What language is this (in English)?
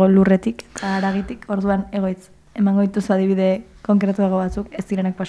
Basque